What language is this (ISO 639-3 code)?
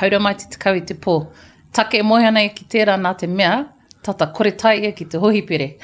mri